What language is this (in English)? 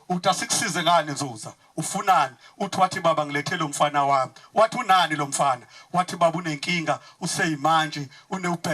Zulu